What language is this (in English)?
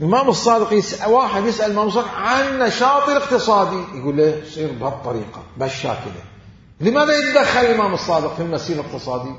Mesopotamian Arabic